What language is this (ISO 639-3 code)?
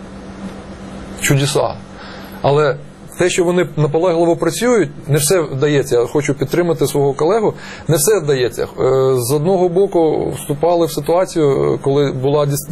ukr